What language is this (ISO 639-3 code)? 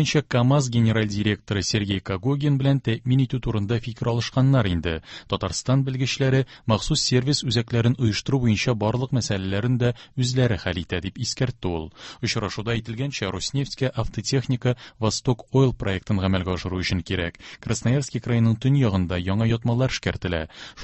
tat